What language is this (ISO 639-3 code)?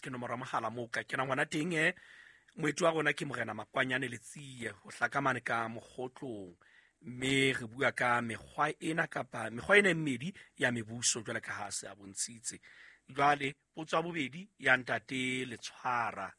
sot